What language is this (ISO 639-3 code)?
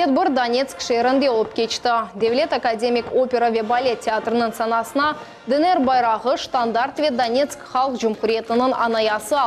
crh